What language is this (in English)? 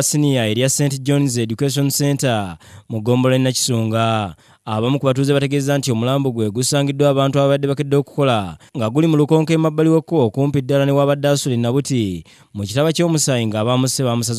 Ganda